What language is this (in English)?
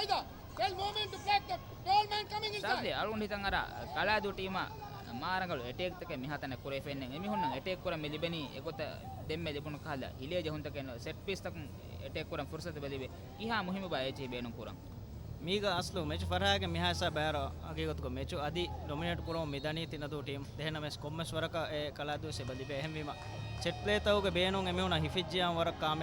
Divehi